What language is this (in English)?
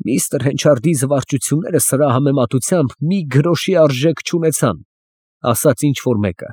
Armenian